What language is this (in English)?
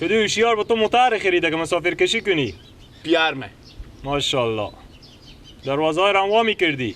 Persian